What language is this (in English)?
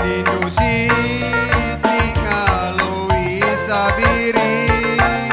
Batak Karo